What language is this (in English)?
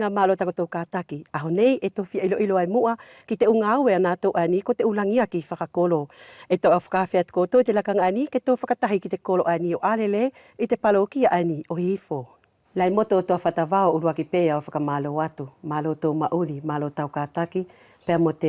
Wallisian